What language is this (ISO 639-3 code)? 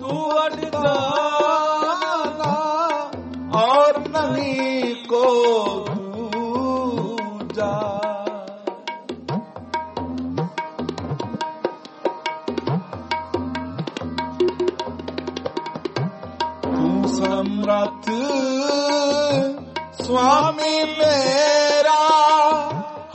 pan